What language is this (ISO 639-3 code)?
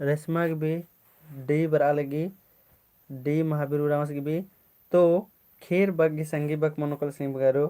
kru